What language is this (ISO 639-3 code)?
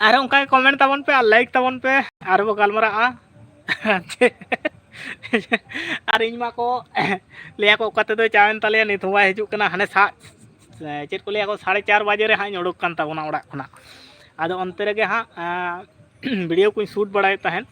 sat